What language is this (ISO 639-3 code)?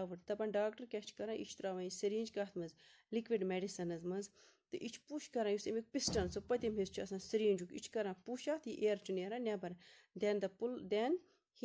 kas